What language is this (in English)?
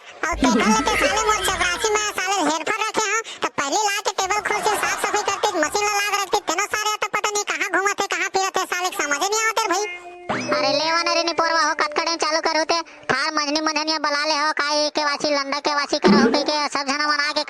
Chhattisgarhi